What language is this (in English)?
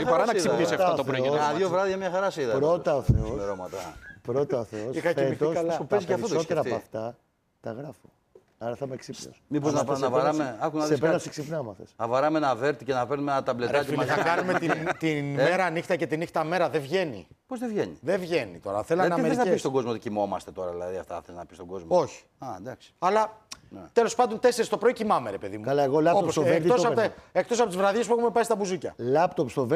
Greek